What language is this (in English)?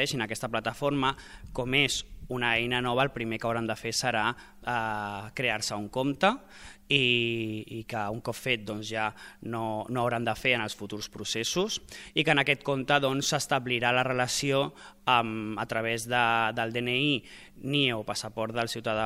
Catalan